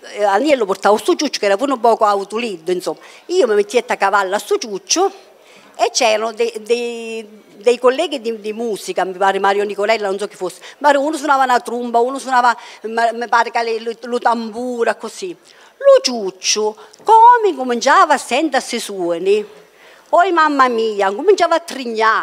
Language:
Italian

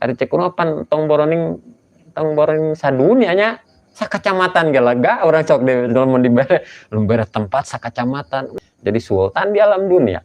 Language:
Sundanese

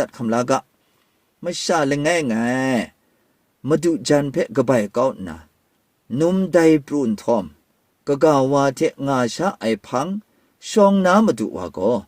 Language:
Kachin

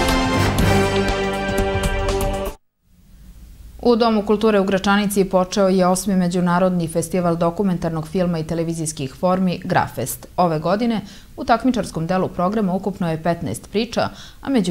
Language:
Serbian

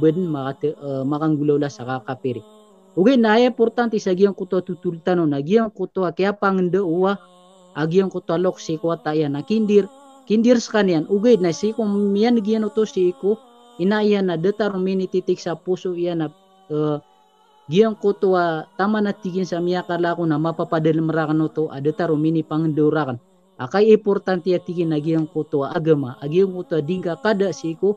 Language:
Maranao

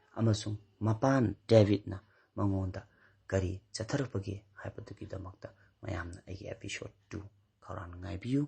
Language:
Manipuri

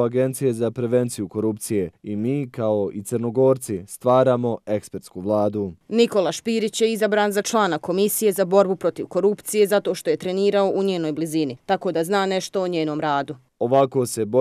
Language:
Bosnian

